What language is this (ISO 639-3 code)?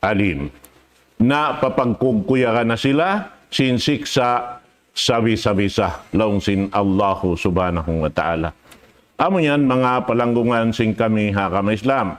tsg